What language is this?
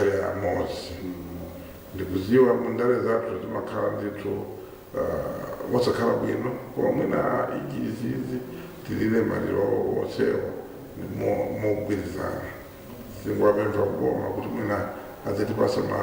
Nyanja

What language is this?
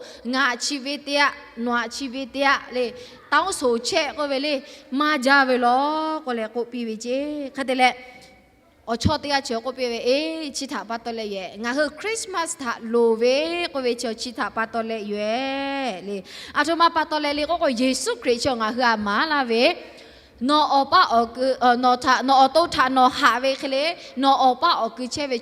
Lahu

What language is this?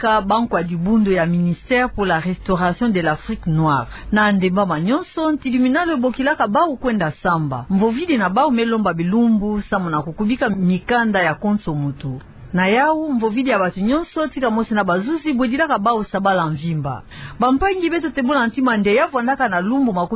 Kituba (Democratic Republic of Congo)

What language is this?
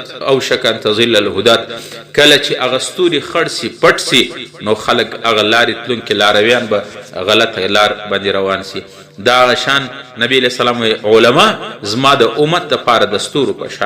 Pashto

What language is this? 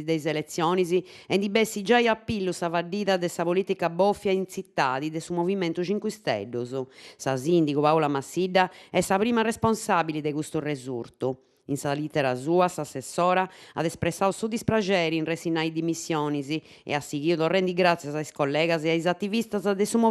Sardinian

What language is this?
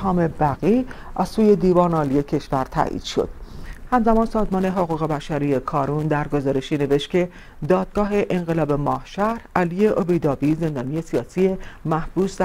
Persian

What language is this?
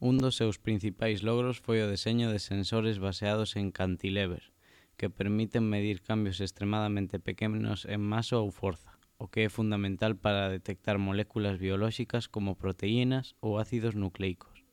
Galician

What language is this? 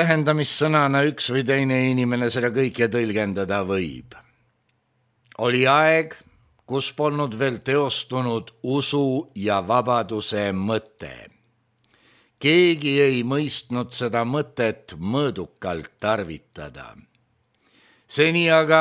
Estonian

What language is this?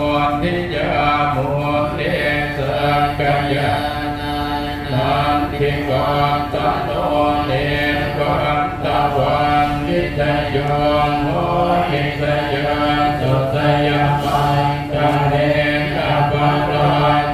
Pali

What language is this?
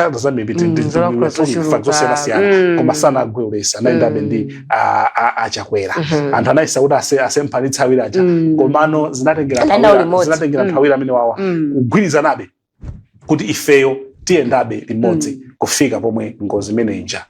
Nyanja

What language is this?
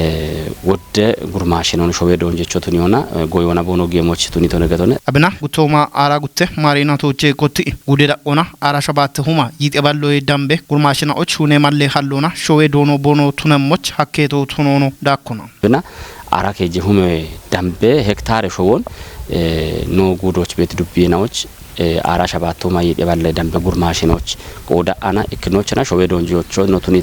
Kafa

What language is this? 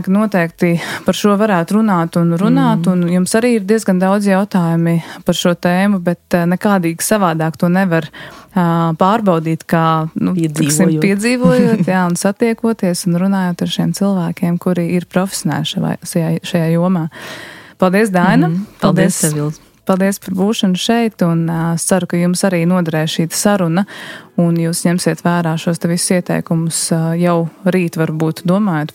Latvian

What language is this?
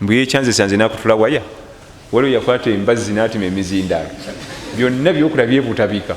Ganda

